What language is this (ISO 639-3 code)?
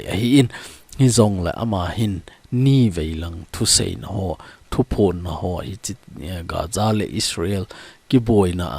tcz